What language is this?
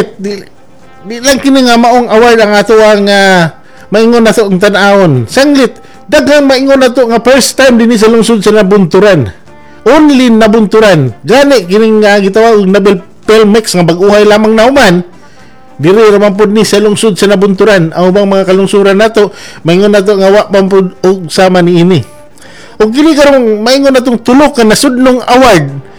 Cebuano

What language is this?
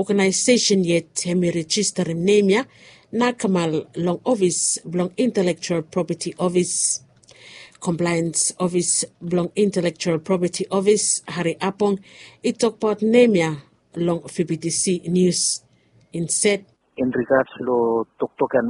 Bislama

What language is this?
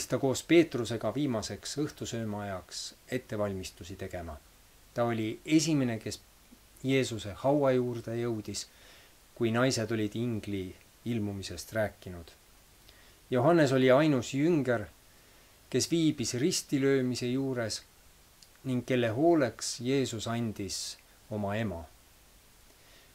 Estonian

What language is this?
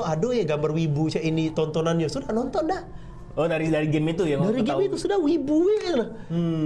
Musi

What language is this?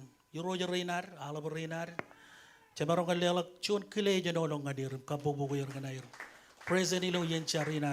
Marshallese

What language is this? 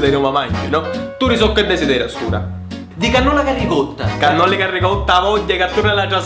Sicilian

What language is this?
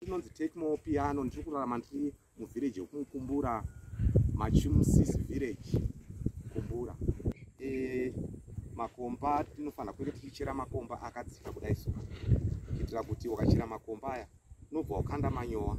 Shona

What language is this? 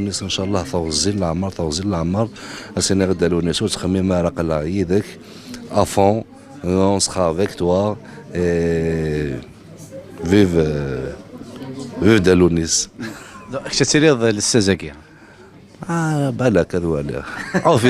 Kabyle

